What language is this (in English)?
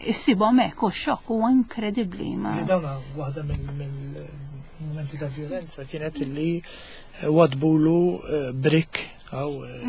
Maltese